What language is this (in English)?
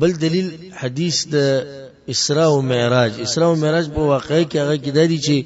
Pashto